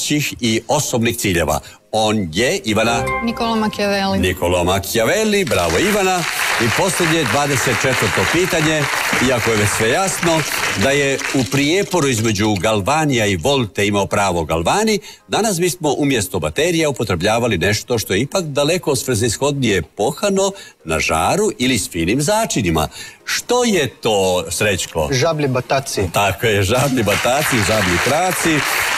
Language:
Croatian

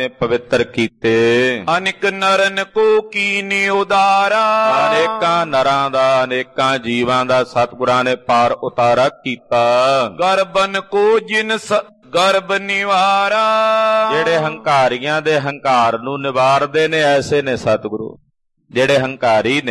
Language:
Punjabi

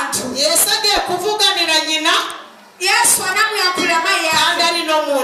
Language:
Kinyarwanda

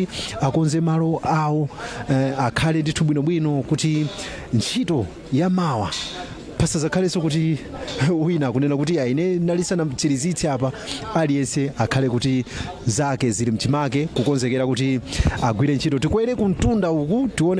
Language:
Nyanja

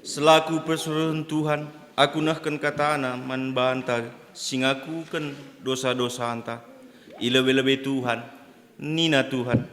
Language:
Batak Karo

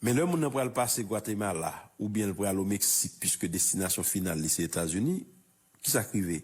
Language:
Haitian Creole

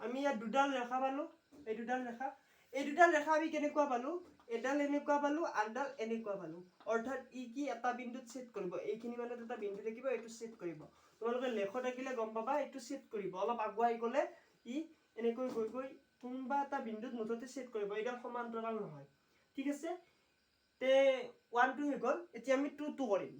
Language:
Assamese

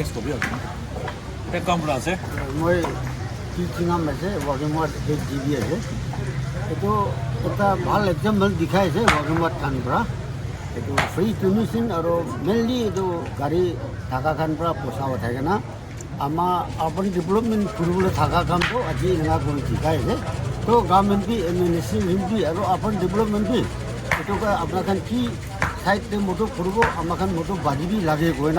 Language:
Naga Pidgin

